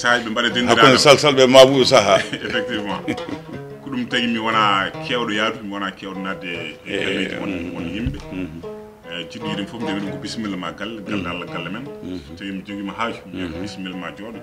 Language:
Fula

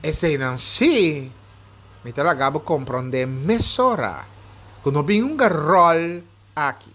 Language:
Papiamento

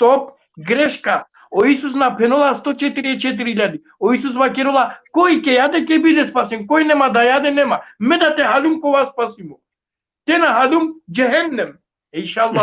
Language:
Balkan Romani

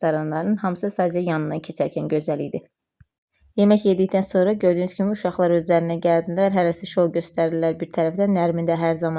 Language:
Azerbaijani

